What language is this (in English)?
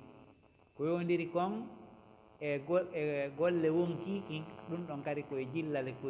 Fula